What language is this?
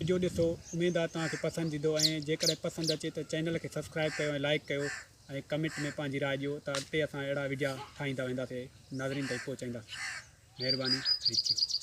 Sindhi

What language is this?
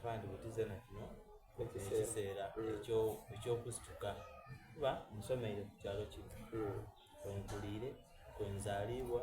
Soga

